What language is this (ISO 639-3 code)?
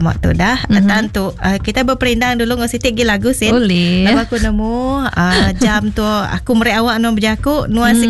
iba